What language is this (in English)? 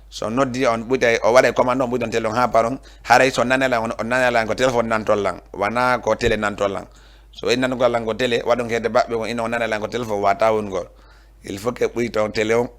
Fula